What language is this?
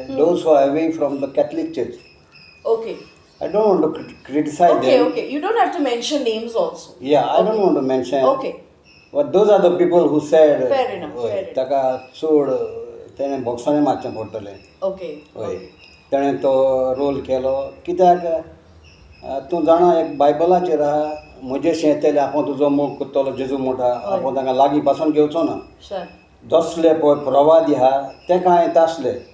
Konkani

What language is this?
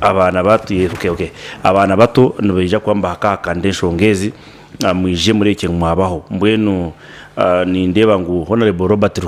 Nyankole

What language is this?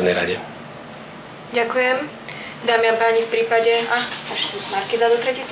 Slovak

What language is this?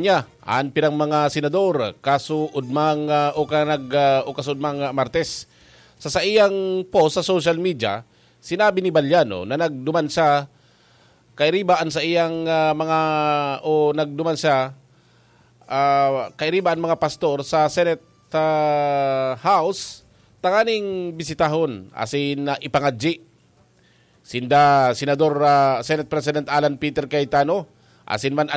Bikol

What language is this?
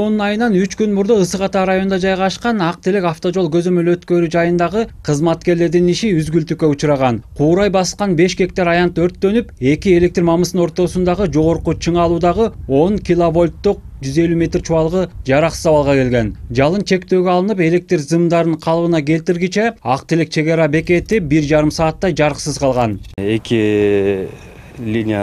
Kyrgyz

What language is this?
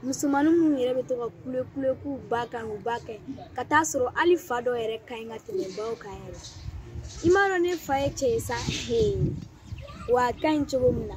Bambara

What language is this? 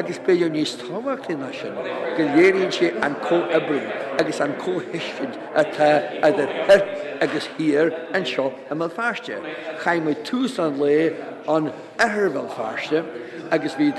Irish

